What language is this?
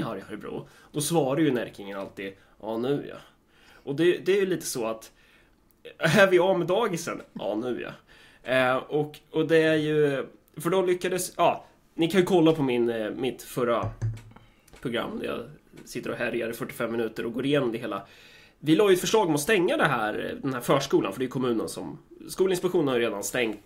Swedish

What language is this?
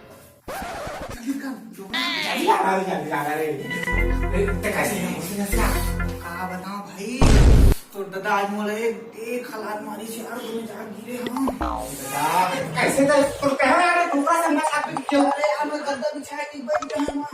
Chhattisgarhi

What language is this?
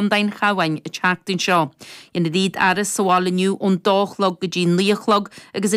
Irish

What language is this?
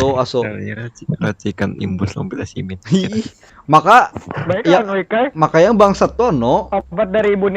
Banjar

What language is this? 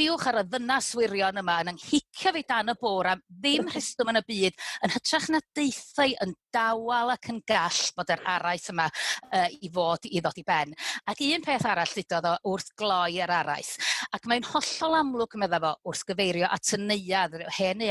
Welsh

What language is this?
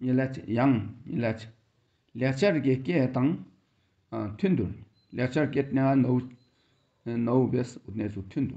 Tibetan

